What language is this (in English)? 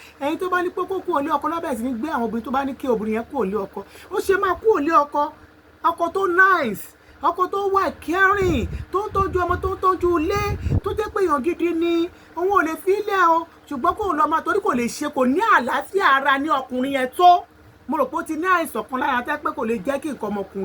Yoruba